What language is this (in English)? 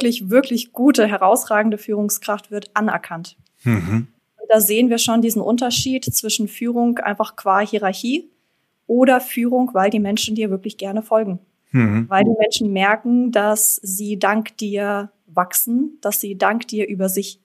German